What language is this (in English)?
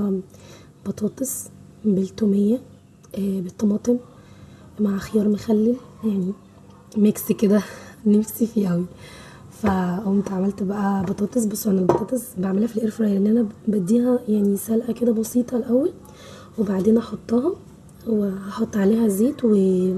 Egyptian Arabic